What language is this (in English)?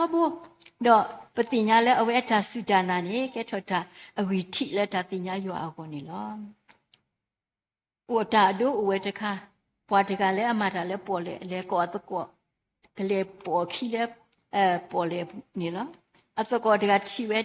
S'gaw Karen